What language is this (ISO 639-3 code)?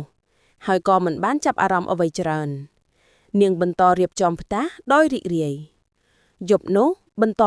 khm